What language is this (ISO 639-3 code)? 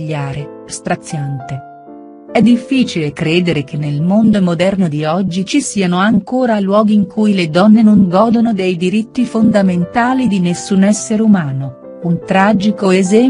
ita